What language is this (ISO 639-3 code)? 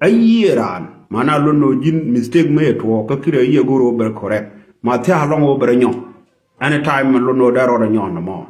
nus